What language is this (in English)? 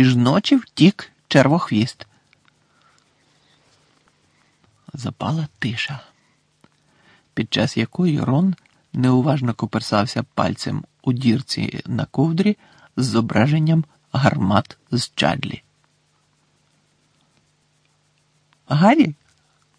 Ukrainian